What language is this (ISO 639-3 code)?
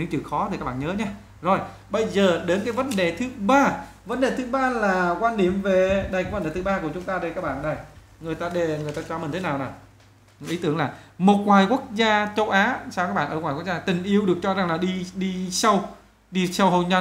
vie